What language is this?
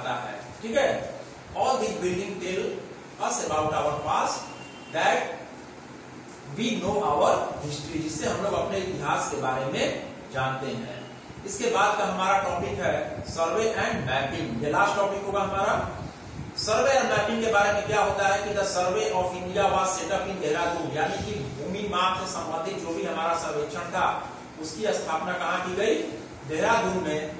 Hindi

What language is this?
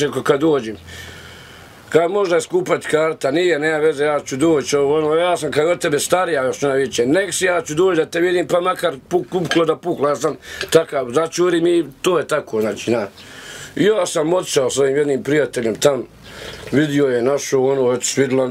Bosnian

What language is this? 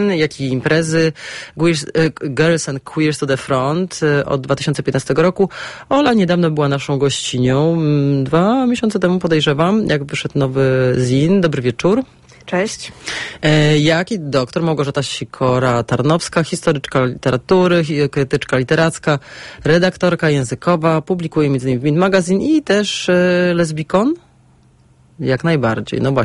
Polish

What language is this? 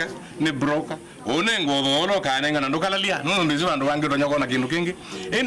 Kamba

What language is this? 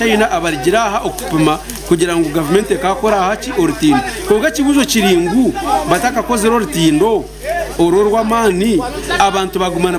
Nyankole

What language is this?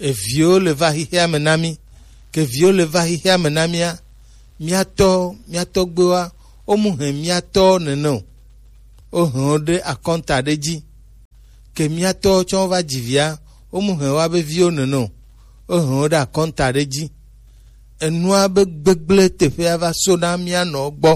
Gen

